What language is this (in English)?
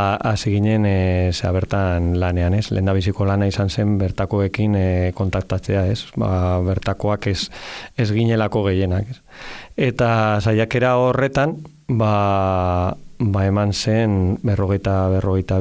Basque